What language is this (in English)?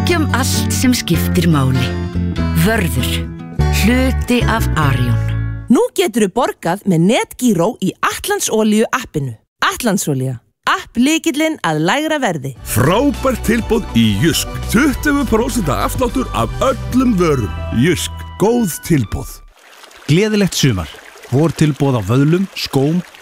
Icelandic